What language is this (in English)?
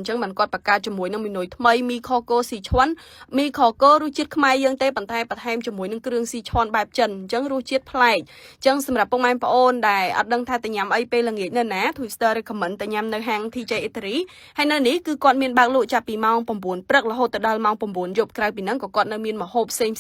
Khmer